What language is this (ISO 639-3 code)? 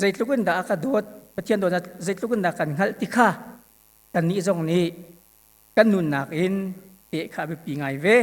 cnh